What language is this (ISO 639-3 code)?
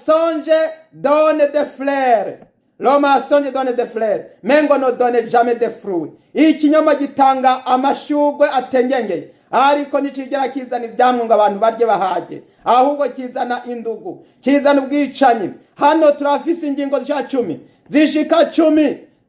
run